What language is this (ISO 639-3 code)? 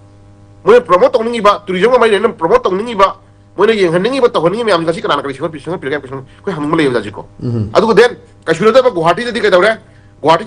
mni